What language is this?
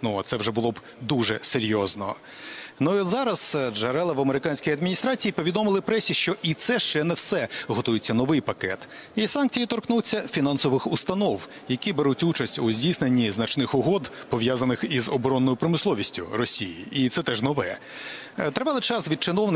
Ukrainian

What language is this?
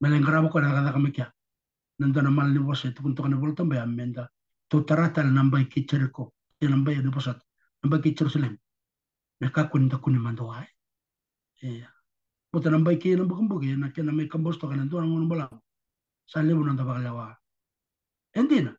Fijian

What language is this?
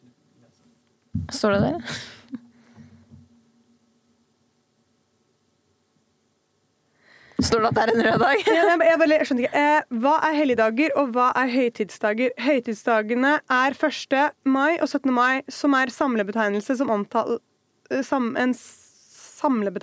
Norwegian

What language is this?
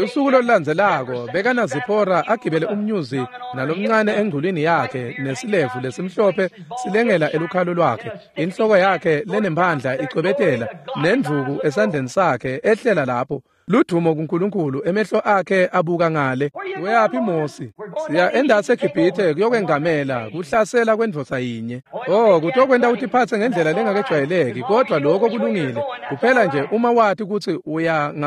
Swati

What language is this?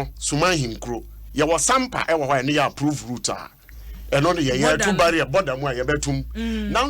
Akan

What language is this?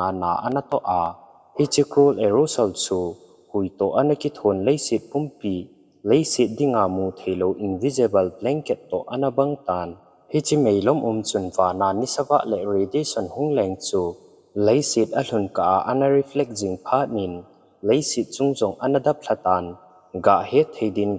Thado Chin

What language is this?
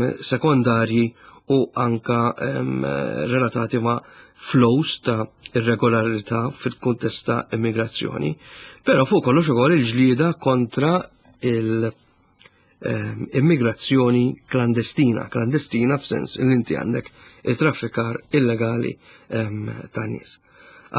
Maltese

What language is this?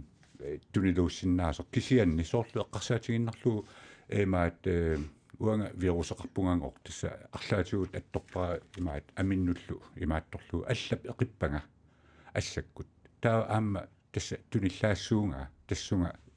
Kalaallisut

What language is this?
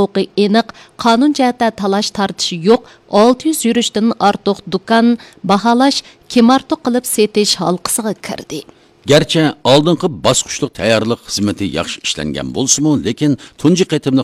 Uyghur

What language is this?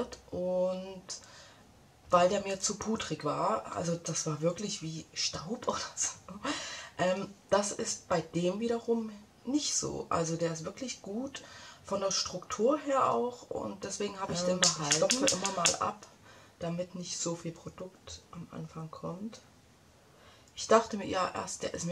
German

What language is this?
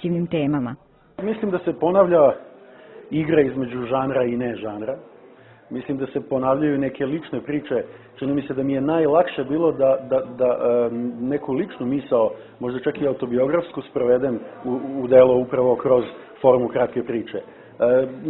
Serbian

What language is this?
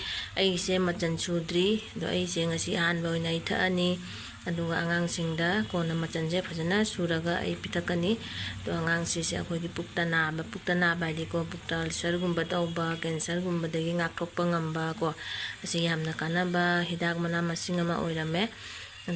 Manipuri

